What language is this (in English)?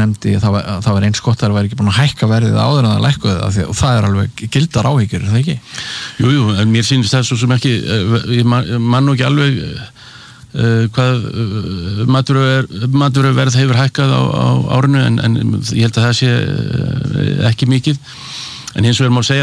Icelandic